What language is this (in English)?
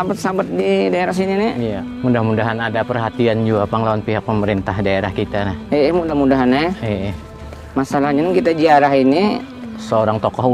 Banjar